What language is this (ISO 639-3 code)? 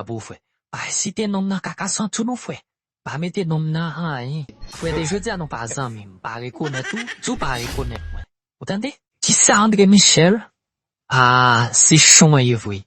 hat